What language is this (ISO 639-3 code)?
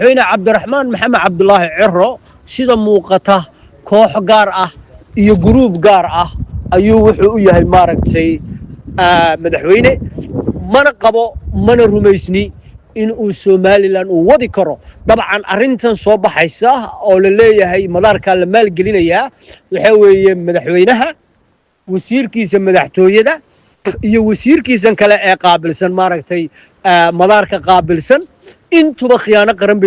som